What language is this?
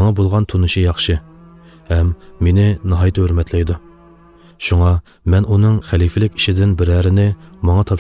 Uyghur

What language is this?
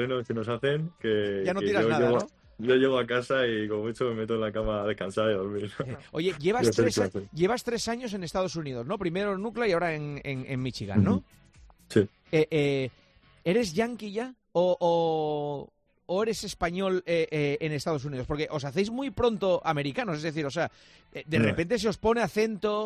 Spanish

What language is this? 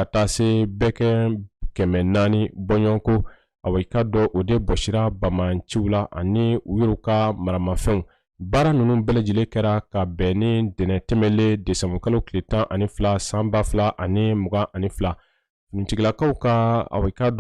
Bambara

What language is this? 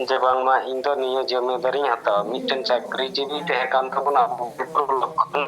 Santali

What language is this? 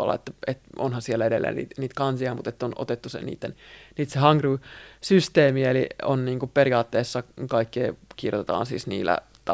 Finnish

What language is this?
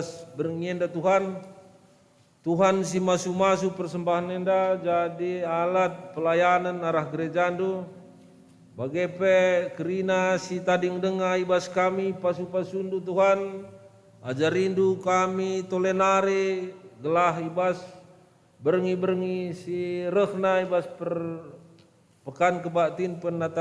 Batak Karo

